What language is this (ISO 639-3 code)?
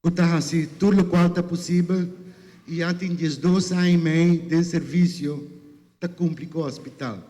pap